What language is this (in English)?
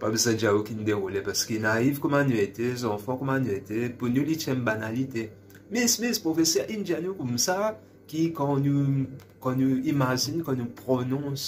Morisyen